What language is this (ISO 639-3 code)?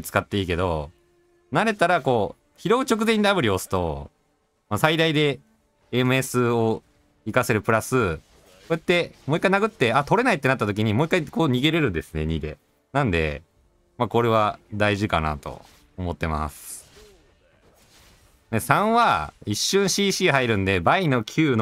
jpn